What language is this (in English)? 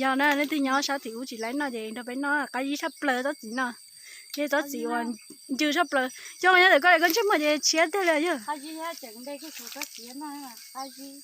Hmong